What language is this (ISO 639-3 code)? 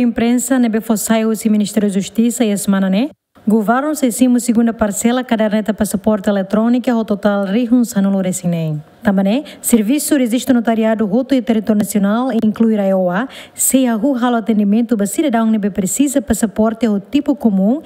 tet